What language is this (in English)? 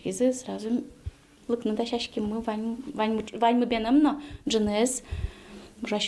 Udmurt